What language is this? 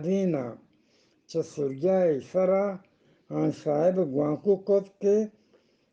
Eastern Balochi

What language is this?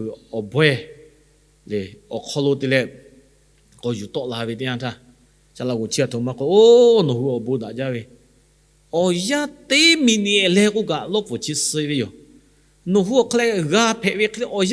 Lahu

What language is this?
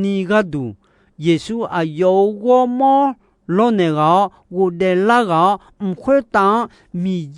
Akha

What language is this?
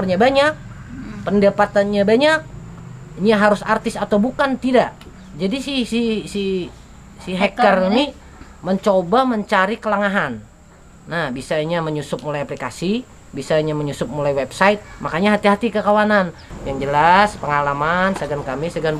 Banjar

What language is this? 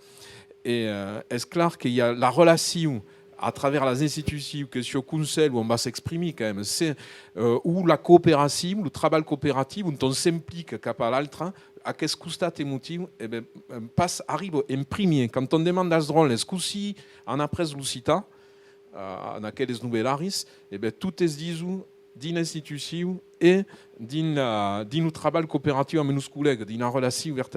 Occitan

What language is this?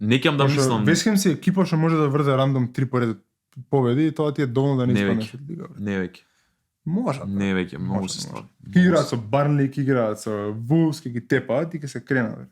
Macedonian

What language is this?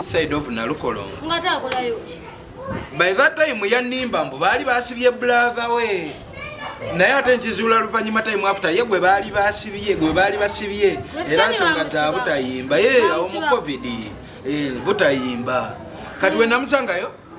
Ganda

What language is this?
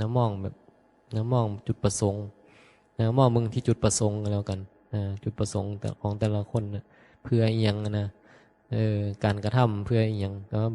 Northeastern Thai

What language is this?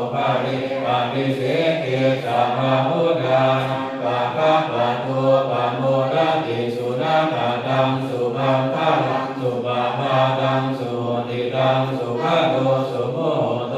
Pali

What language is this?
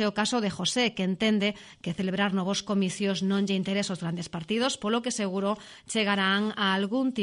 Galician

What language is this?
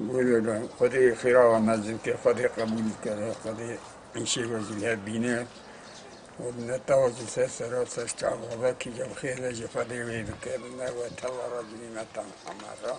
Kurdish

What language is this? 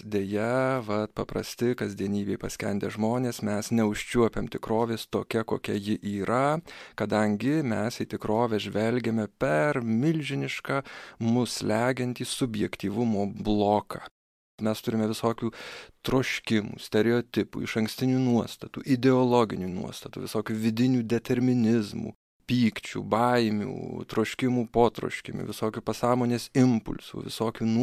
Lithuanian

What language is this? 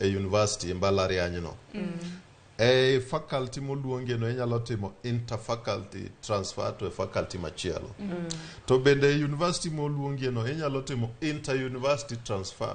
Luo (Kenya and Tanzania)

